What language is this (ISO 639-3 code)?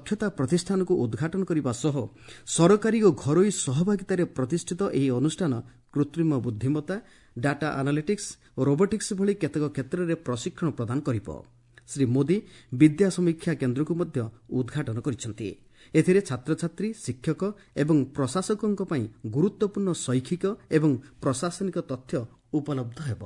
ori